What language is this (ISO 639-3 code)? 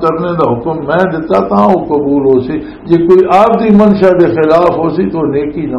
lah